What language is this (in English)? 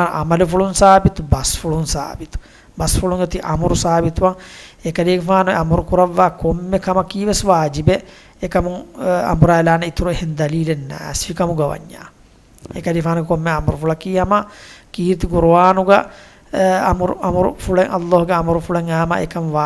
Divehi